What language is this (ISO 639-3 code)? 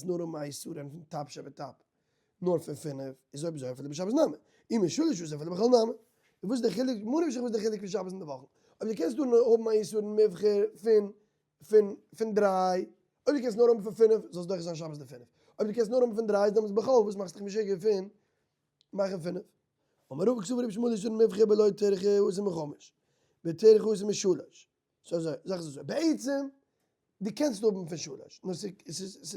yid